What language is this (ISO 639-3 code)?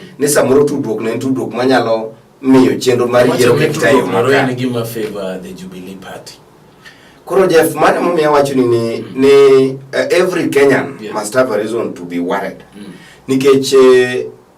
luo